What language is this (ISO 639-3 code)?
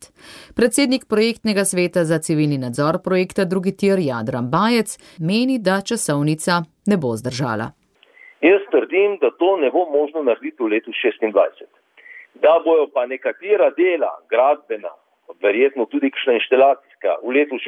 slv